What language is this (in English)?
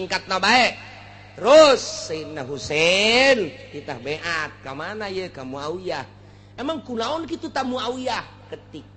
Sundanese